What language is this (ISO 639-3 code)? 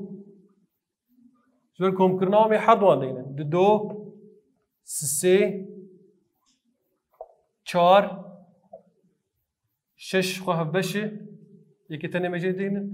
kur